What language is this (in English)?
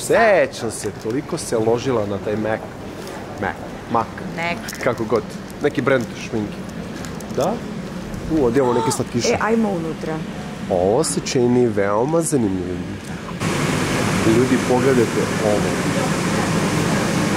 Serbian